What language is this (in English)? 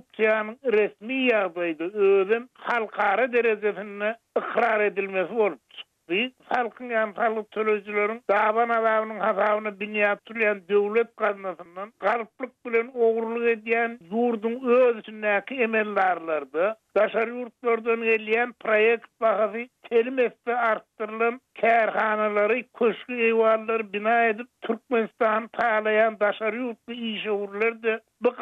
Turkmen